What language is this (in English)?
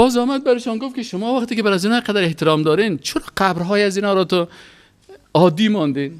Persian